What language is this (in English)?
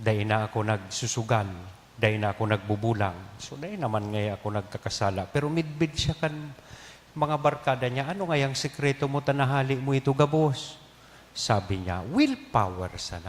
Bikol